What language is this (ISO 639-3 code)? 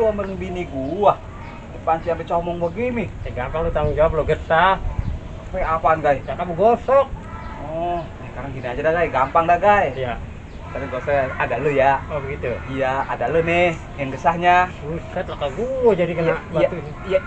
bew